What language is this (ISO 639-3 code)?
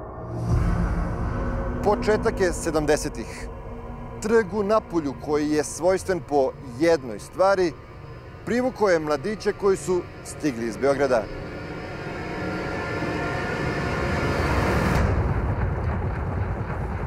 srp